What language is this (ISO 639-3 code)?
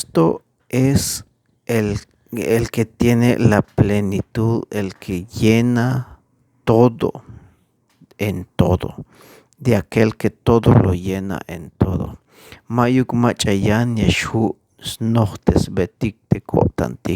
tzh